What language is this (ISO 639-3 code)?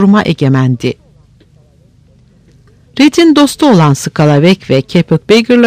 tur